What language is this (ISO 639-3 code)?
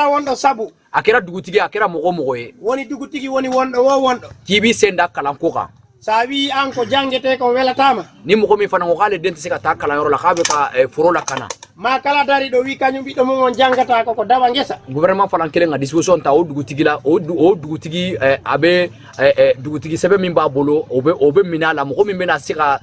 bam